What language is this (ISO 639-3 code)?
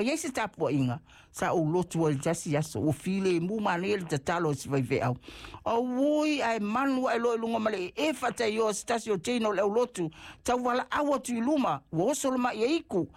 smo